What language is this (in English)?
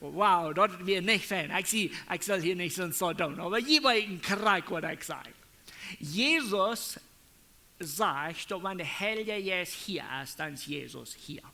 Plautdietsch